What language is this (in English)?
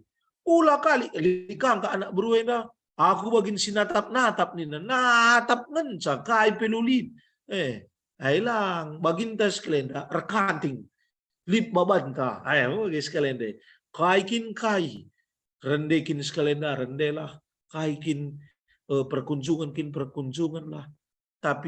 Batak Karo